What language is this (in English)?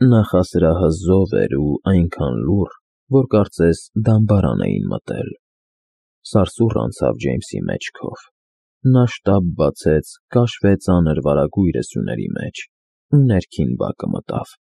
Armenian